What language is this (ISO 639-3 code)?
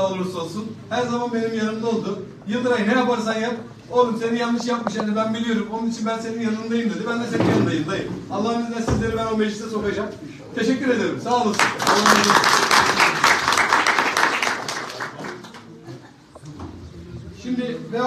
tur